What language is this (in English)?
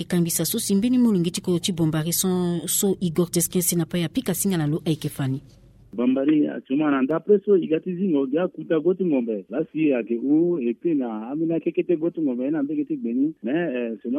Sango